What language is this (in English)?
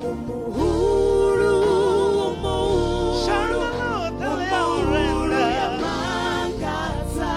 Venda